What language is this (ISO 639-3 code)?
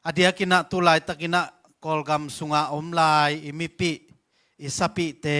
ctd